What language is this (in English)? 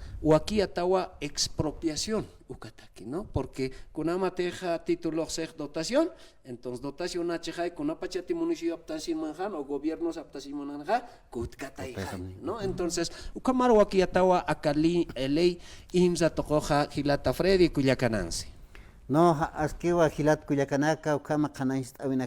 Aymara